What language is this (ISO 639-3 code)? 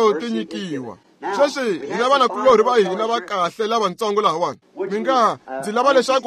tso